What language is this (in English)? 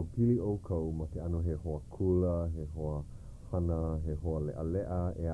Hawaiian